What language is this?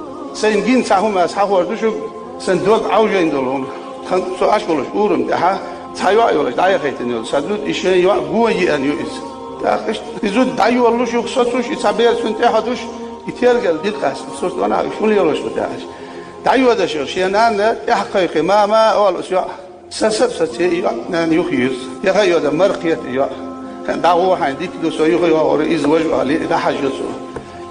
Chechen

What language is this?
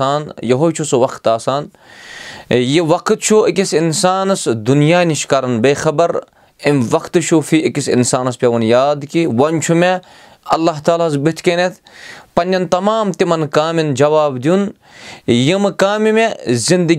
Kashmiri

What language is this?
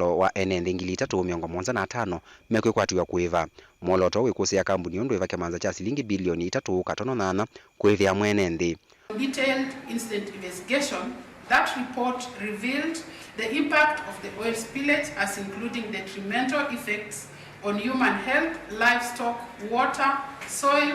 Kamba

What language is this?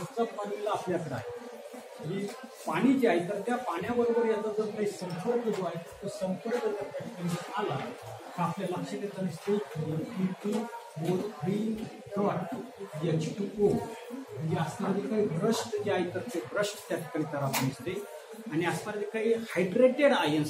Marathi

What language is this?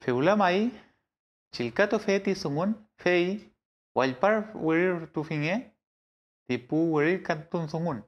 Mapuche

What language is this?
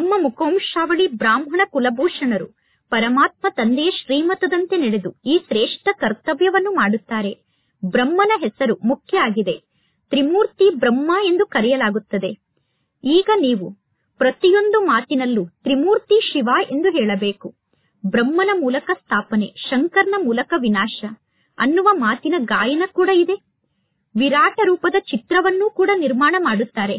Kannada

